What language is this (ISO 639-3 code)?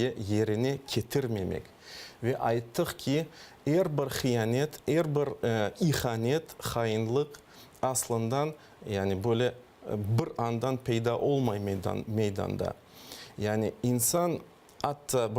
crh